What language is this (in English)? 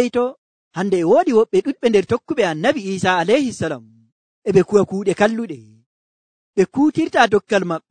Nigerian Fulfulde